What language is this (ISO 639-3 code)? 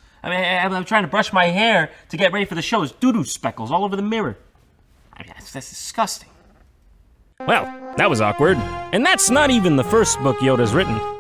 eng